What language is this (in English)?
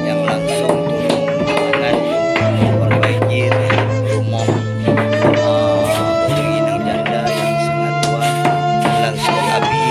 Achinese